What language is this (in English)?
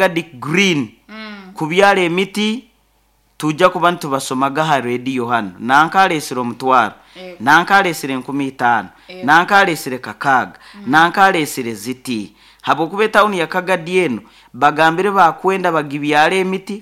Nyoro